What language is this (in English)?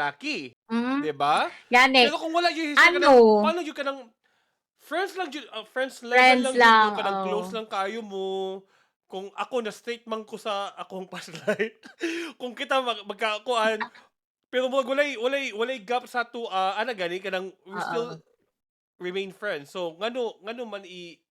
Cebuano